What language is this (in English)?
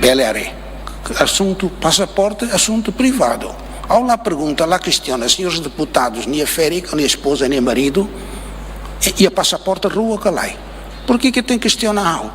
Tetum